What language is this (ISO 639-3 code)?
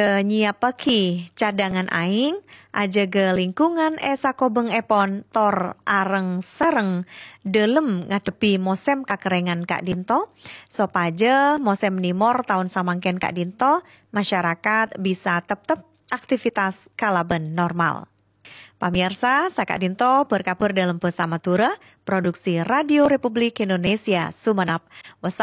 mad